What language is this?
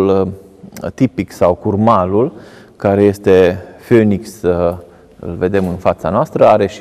Romanian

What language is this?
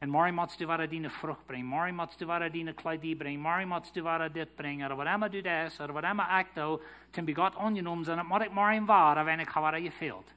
Plautdietsch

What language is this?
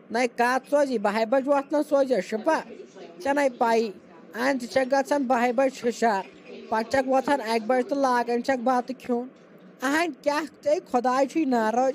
Kashmiri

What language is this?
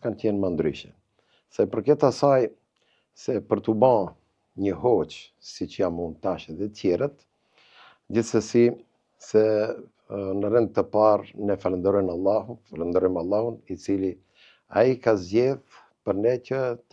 Albanian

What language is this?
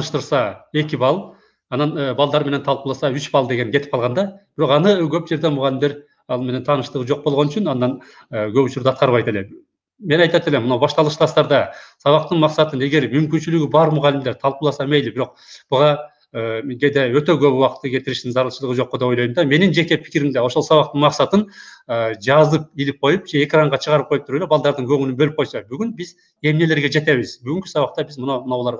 Kyrgyz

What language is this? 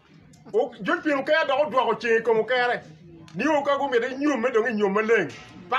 Acoli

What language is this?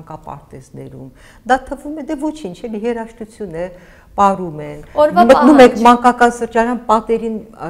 Armenian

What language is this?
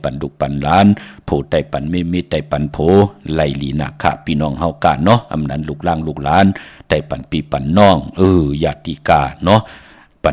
Shan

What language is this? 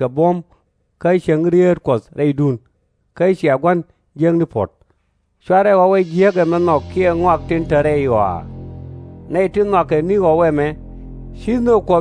Nuer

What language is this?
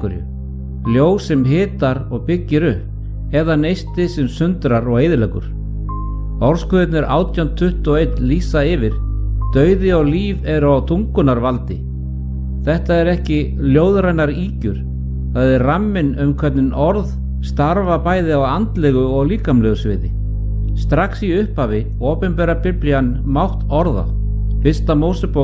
Icelandic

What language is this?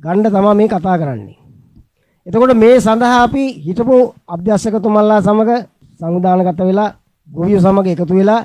Sinhala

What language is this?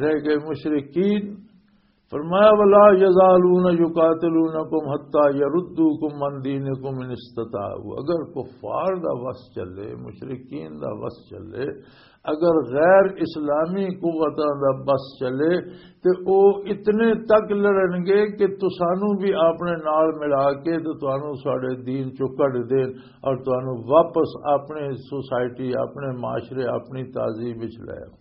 Western Panjabi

